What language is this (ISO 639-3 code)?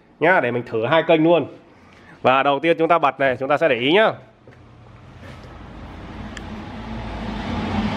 vie